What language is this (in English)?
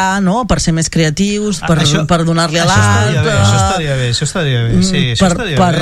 Catalan